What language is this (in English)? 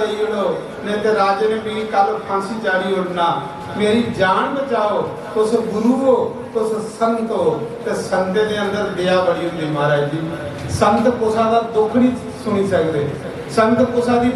Dogri